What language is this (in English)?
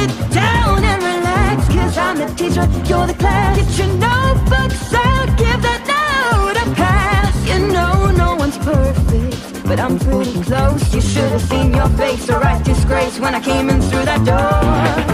English